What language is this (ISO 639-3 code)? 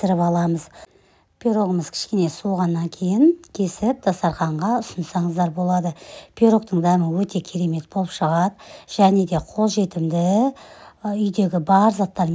kaz